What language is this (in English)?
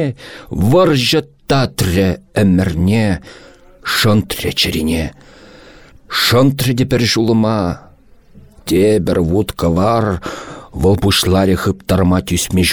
Chuvash